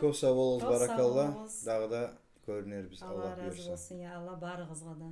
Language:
Kumyk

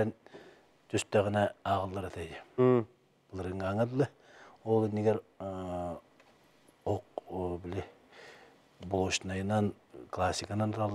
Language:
Yakut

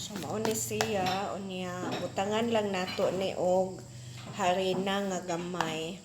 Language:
Cebuano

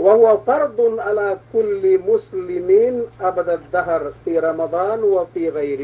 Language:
Yakan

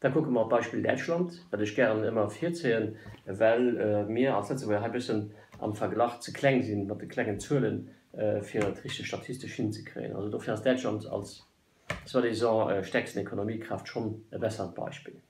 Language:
Luxembourgish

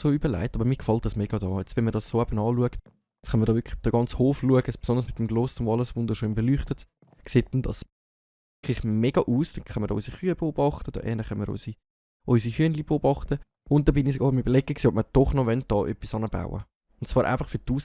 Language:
Swiss German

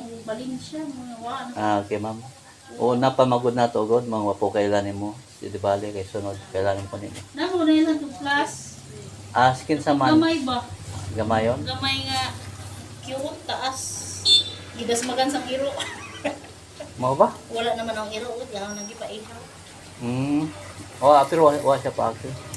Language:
Cebuano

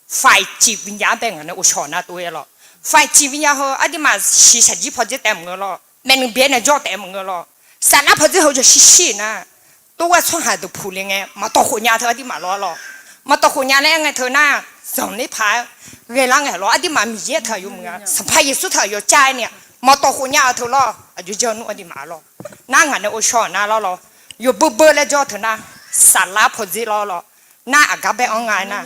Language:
Akha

